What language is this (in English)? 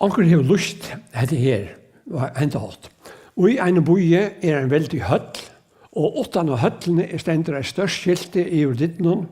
Faroese